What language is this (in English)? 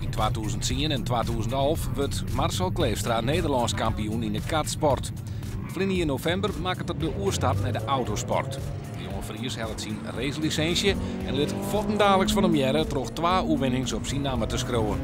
Western Frisian